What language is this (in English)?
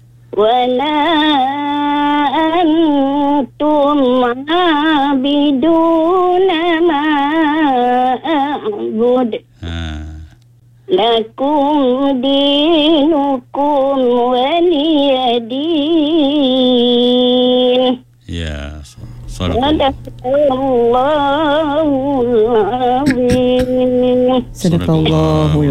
Malay